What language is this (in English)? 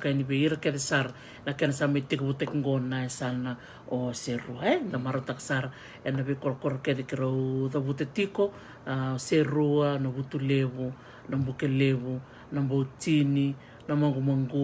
Fijian